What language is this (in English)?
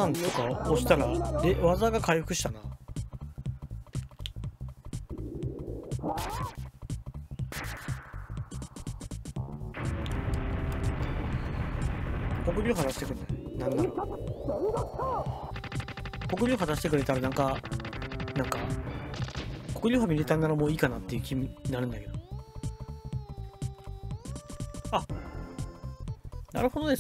Japanese